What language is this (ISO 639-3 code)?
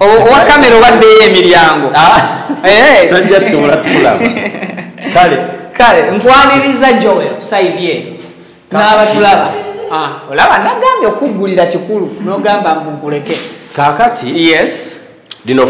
lug